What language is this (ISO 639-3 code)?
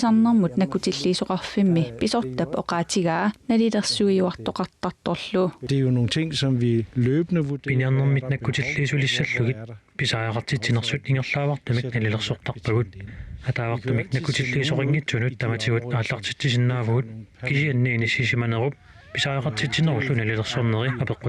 kal